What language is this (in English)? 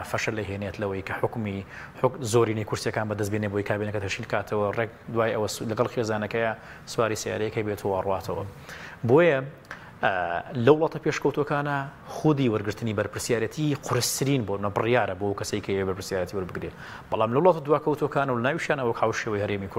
Central Kurdish